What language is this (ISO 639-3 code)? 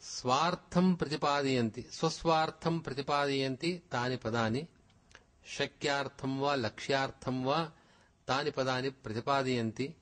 san